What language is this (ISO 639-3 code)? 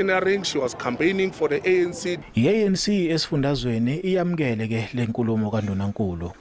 zul